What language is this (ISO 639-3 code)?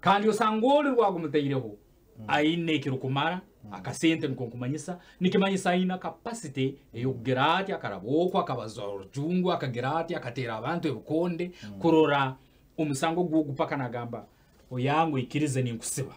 nyn